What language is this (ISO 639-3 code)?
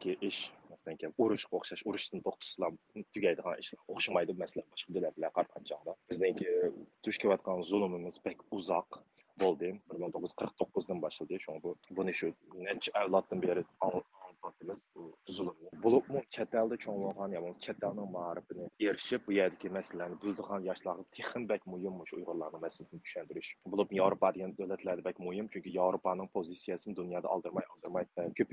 uig